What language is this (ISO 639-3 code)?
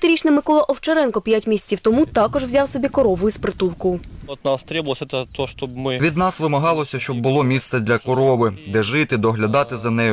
ukr